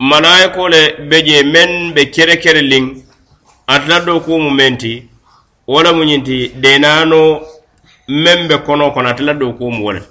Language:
Mandingo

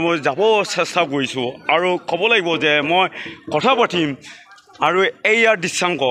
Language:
Assamese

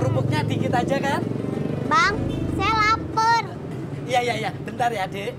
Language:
Betawi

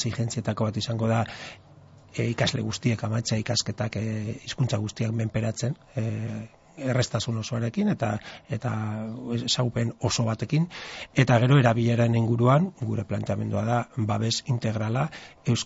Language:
Basque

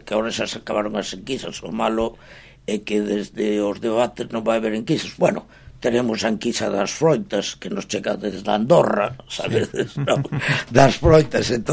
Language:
Galician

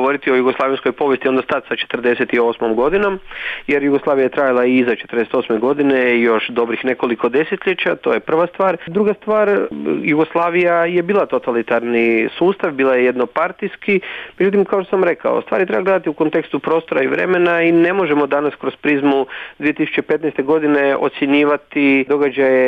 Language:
Croatian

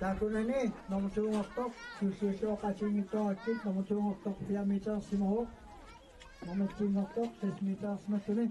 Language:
Kalaallisut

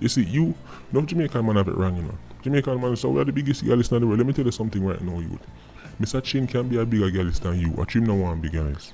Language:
Jamaican Creole English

